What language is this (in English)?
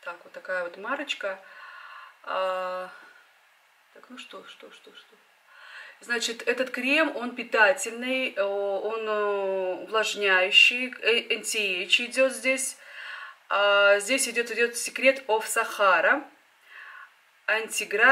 Russian